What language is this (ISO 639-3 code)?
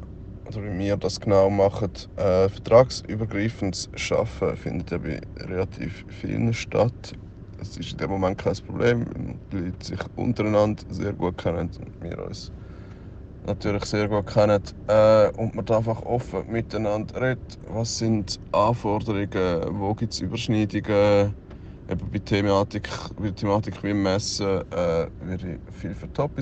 gsw